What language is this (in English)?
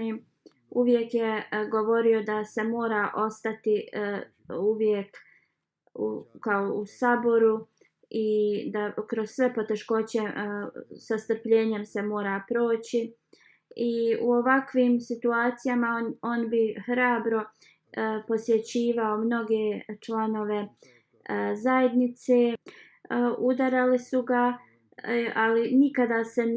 Bosnian